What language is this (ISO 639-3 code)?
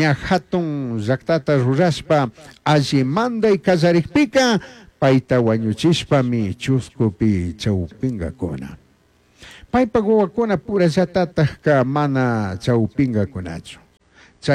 qug